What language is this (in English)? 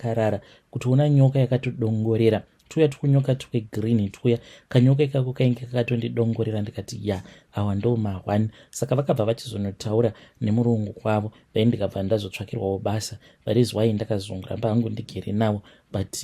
Shona